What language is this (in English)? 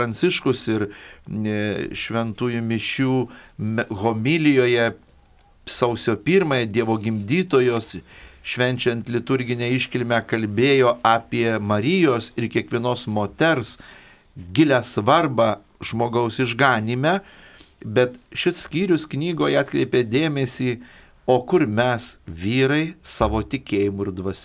Lithuanian